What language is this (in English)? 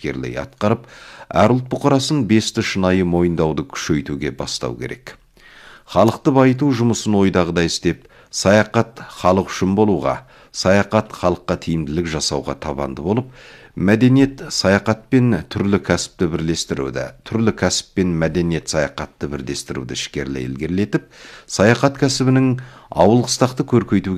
Kazakh